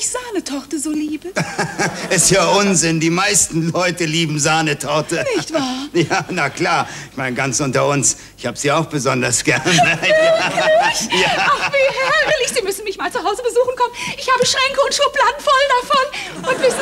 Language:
German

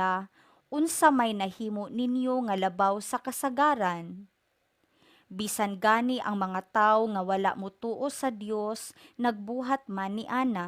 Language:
Cebuano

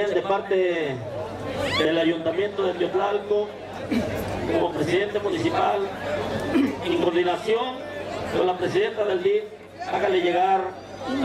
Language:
Spanish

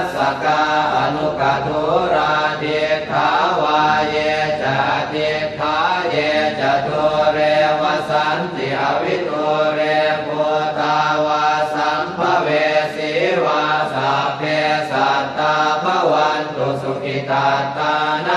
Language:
Pali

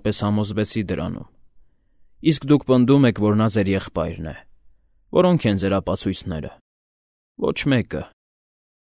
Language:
Armenian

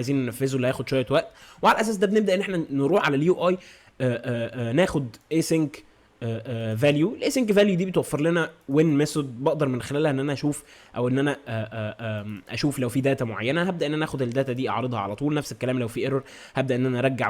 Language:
Egyptian Arabic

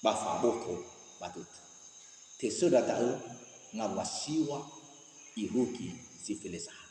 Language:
Nias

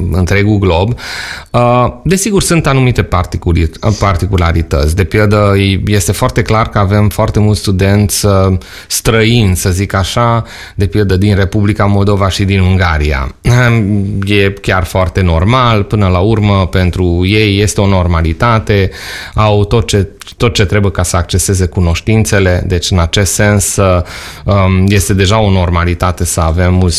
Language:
Romanian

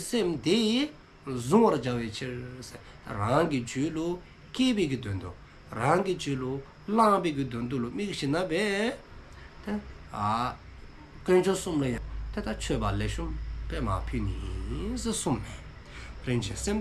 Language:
Dzongkha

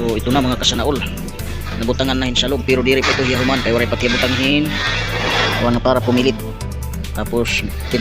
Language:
Waray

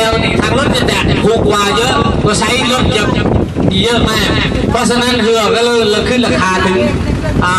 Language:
Lao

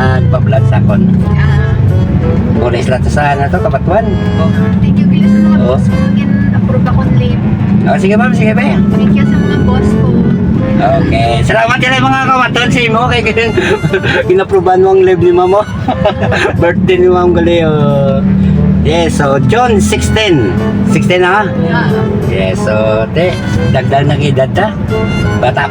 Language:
Hiligaynon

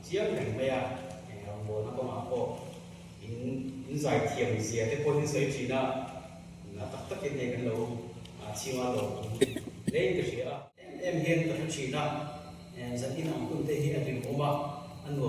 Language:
Mizo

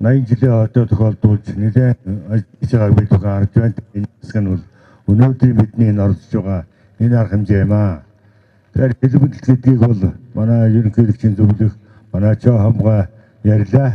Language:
Mongolian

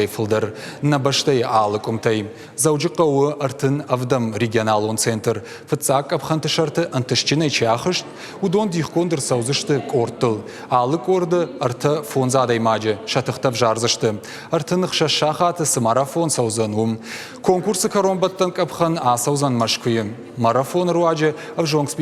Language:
Ossetic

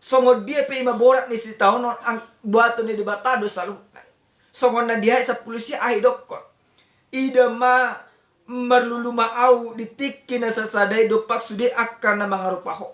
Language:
Batak Toba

